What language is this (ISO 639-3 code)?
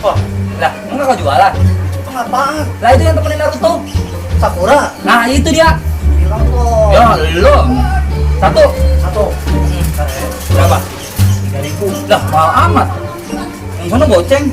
bew